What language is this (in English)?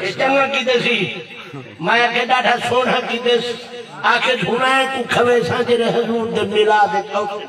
Saraiki